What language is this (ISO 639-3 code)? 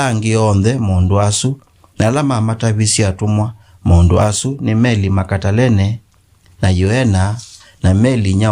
kam